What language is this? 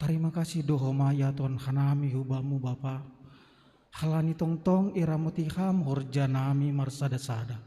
Batak Simalungun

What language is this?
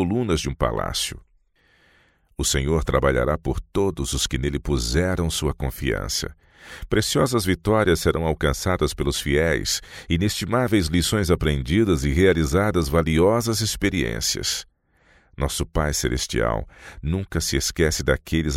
Portuguese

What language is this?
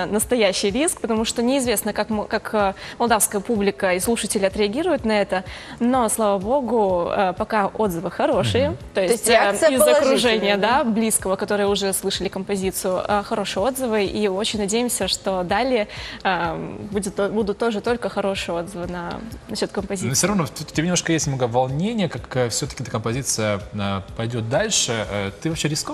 Russian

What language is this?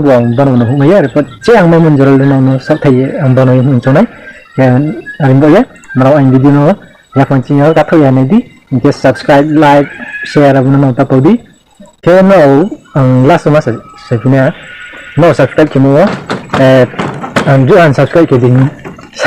Riang (India)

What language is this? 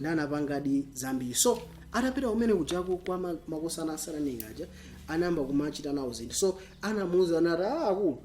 Nyanja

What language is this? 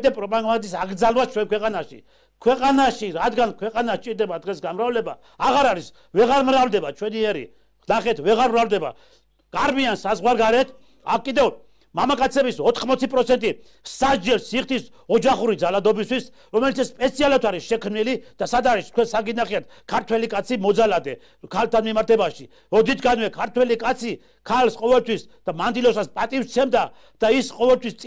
Georgian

